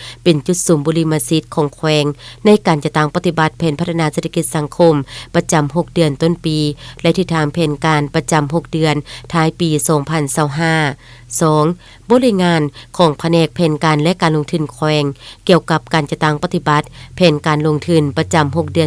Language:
Lao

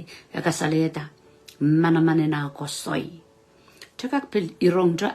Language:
Pohnpeian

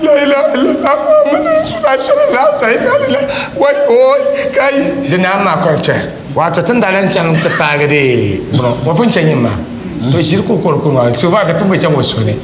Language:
Dagbani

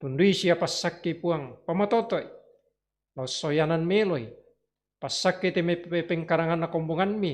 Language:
Toraja-Sa'dan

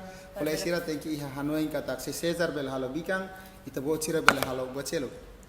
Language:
Tetum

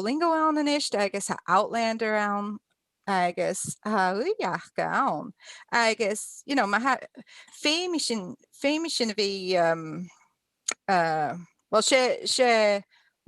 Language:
Scottish Gaelic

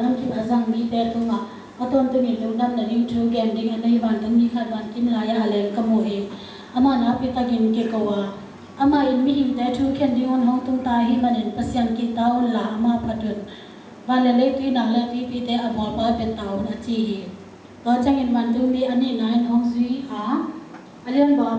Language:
Tedim Chin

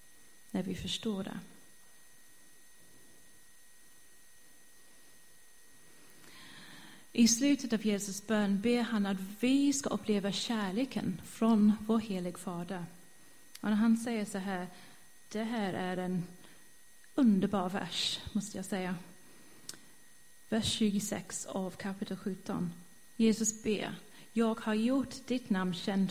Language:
Swedish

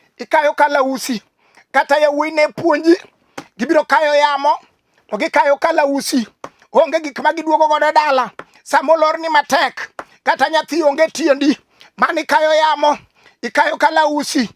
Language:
Luo (Kenya and Tanzania)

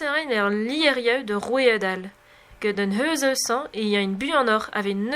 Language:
Breton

